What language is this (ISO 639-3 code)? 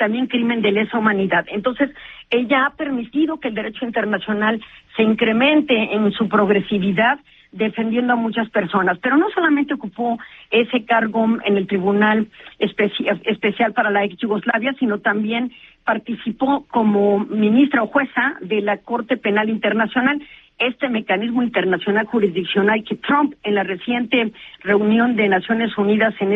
spa